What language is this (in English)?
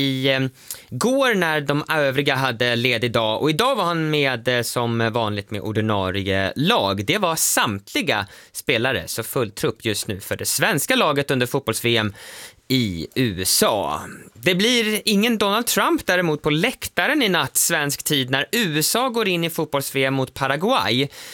Swedish